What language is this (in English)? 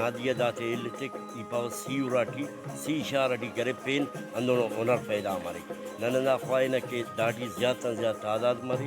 Brahui